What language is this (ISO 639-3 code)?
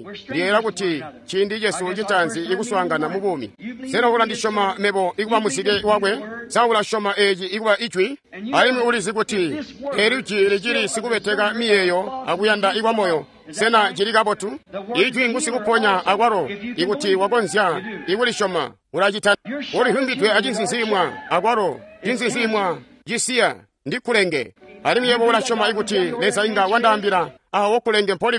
toi